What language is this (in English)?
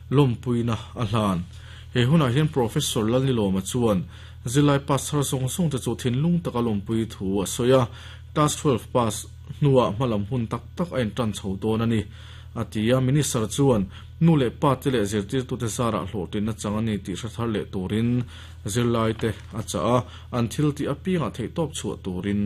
Mizo